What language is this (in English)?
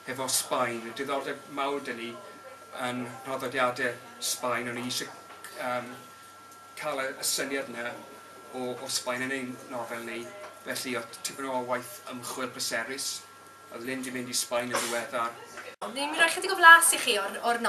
Welsh